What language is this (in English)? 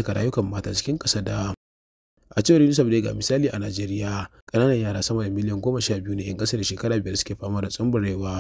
Hausa